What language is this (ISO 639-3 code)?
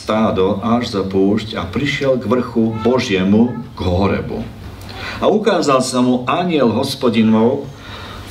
slk